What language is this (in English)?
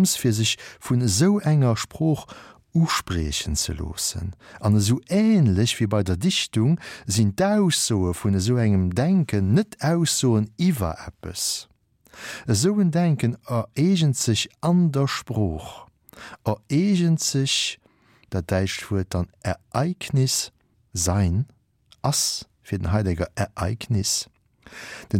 Luxembourgish